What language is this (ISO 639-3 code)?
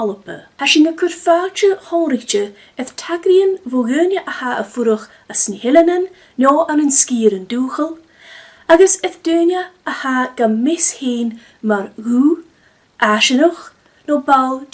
gla